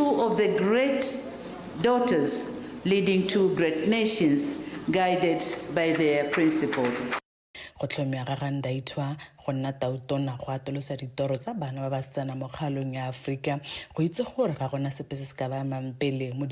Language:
Tswana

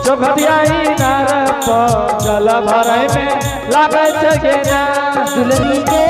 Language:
Angika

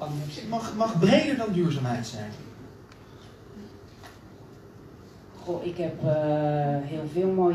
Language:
Dutch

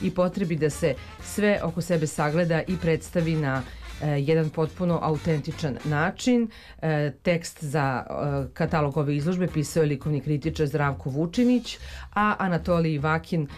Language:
Serbian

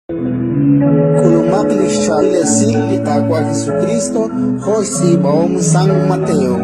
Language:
Kekchí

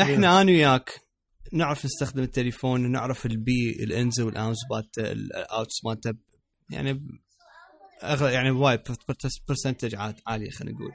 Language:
Mesopotamian Arabic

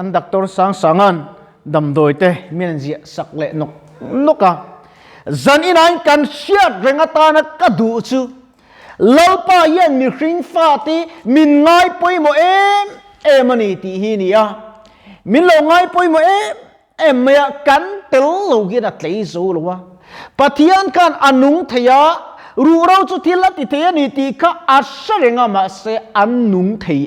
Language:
Mizo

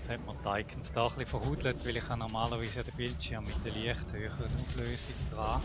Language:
Swiss German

